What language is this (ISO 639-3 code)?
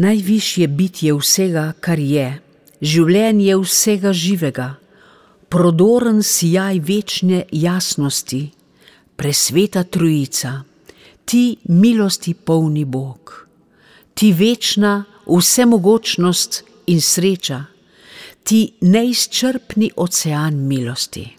slv